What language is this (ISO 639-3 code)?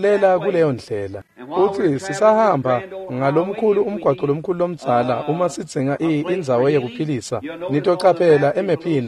ssw